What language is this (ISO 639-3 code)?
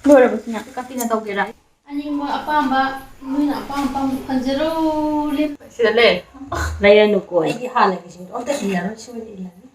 mni